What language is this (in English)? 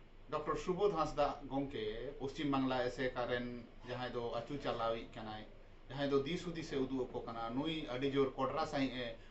Santali